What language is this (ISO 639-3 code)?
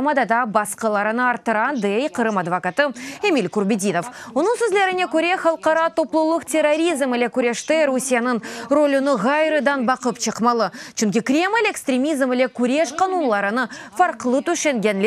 crh